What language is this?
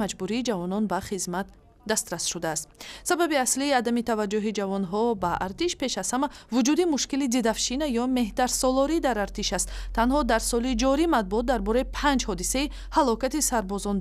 Tajik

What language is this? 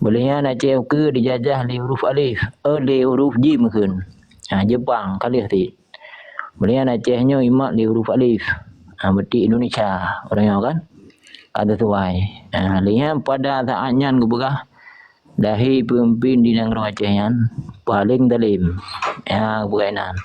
Achinese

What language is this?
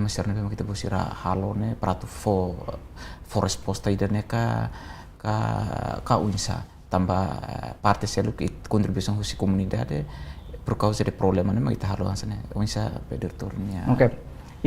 Tetum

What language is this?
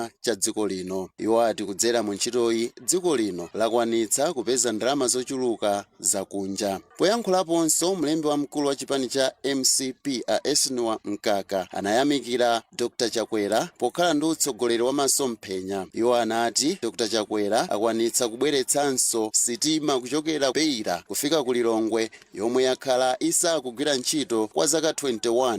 Nyanja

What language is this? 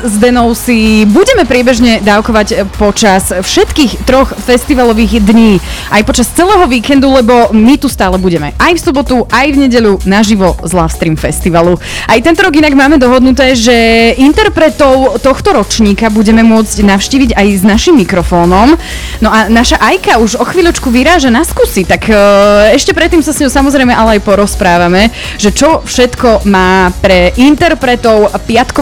Slovak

